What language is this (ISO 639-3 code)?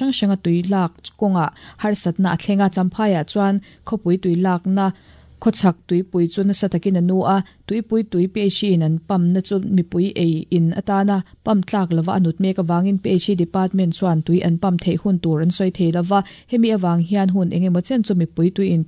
lus